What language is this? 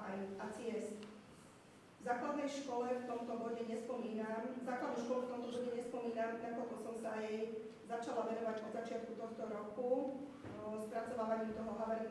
Slovak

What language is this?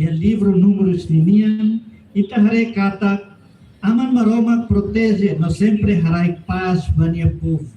Tetum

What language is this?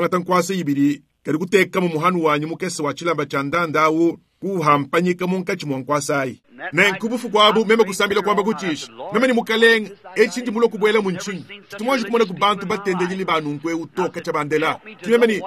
Luba-Lulua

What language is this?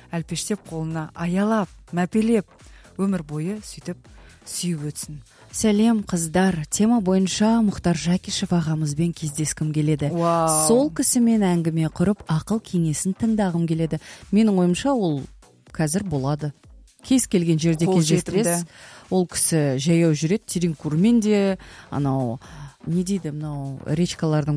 Kazakh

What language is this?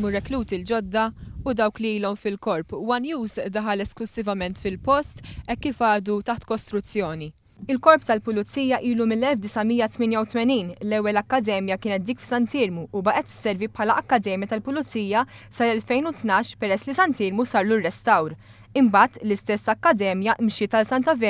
Maltese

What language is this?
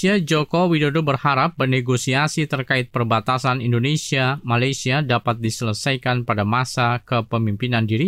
Indonesian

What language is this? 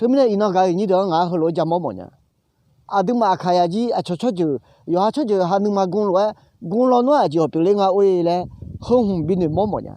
Akha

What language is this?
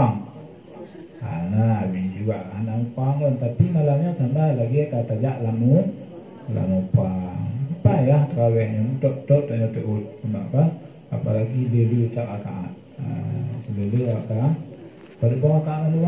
Achinese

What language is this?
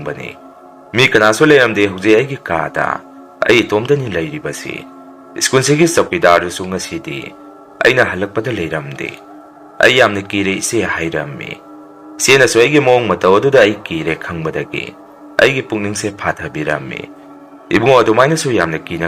Manipuri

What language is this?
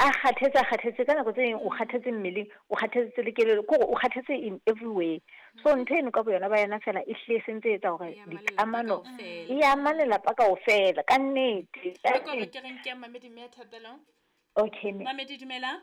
Southern Sotho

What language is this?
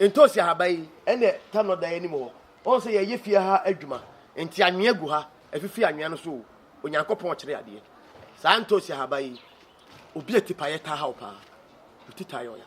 Akan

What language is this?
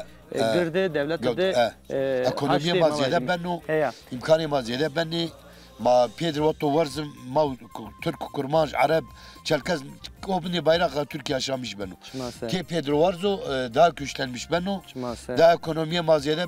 Zaza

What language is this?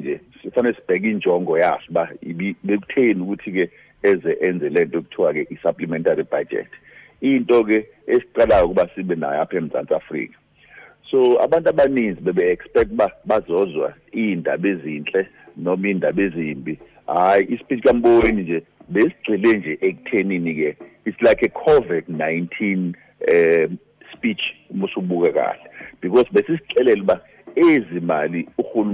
Xhosa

